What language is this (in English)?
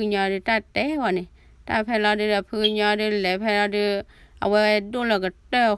S'gaw Karen